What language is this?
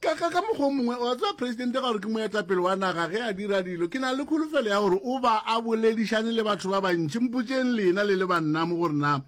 Northern Sotho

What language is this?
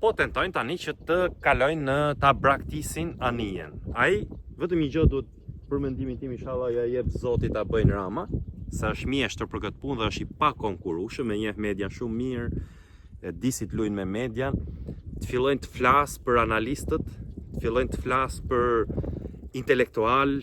Albanian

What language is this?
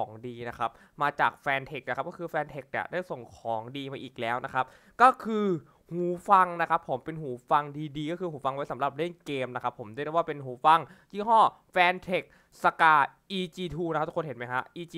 Thai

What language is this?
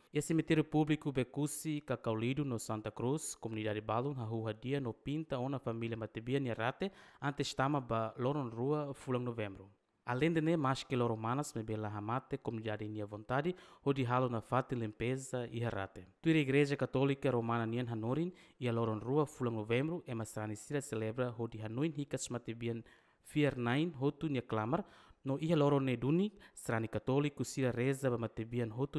Tetum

